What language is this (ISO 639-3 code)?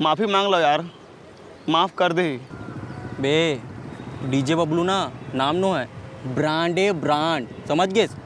hne